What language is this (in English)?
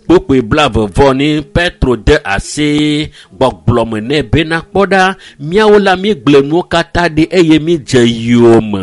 Ewe